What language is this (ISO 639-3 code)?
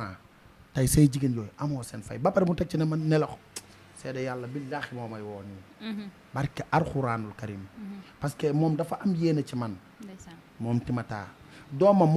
wol